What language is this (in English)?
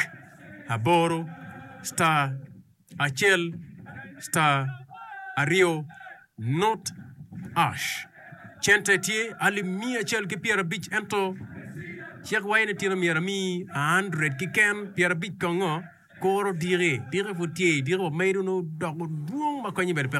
Acoli